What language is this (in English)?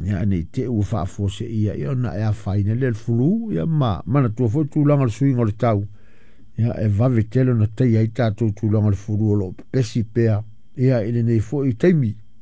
Samoan